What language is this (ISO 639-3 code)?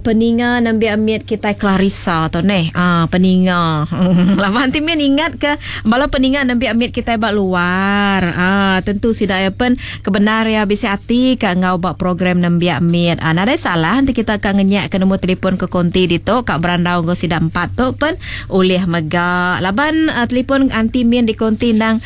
iba